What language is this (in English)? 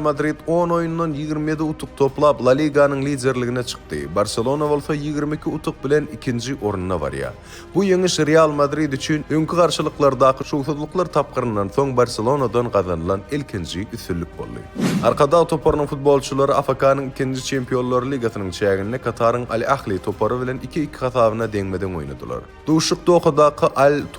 Turkmen